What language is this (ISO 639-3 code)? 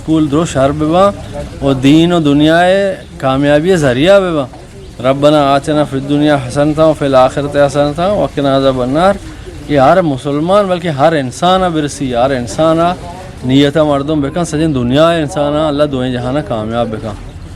bgp